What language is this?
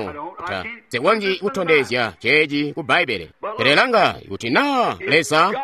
Tonga (Zambia)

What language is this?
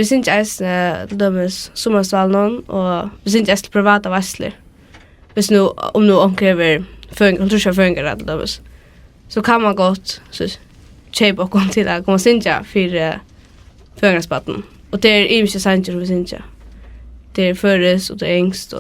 Faroese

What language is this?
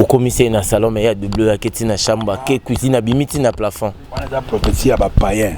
Lingala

